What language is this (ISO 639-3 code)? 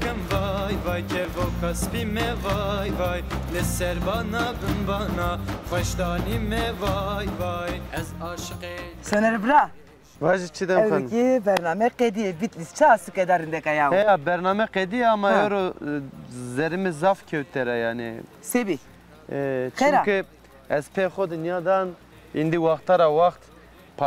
zza